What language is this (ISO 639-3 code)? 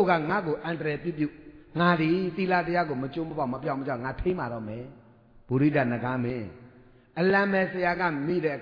mya